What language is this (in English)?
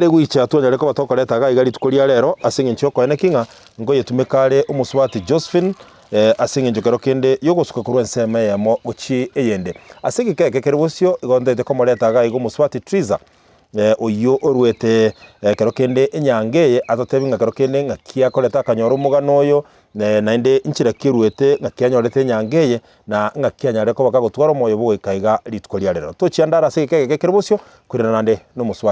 Gusii